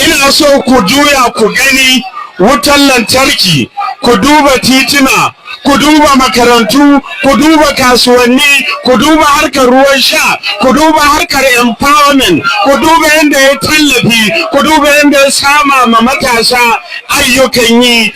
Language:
Hausa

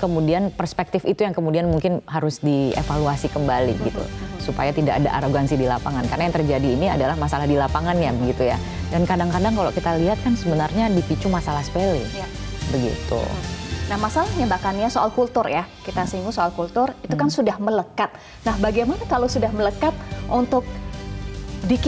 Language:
Indonesian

